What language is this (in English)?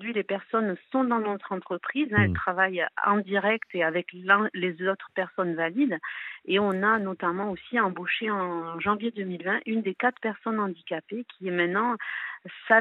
French